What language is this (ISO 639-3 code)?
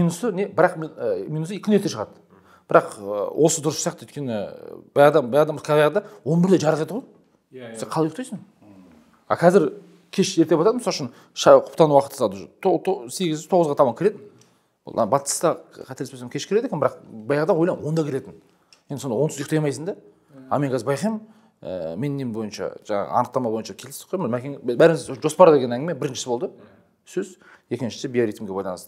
kaz